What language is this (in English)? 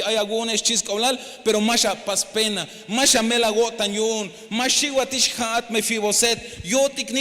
Tzeltal